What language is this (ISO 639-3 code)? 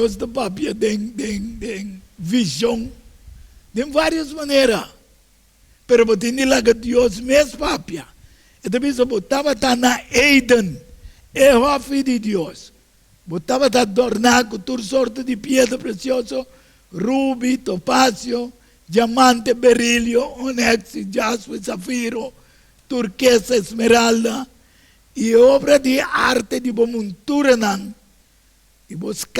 pap